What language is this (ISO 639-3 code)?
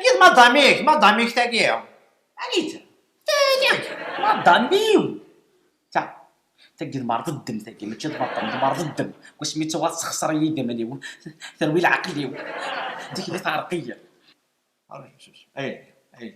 kab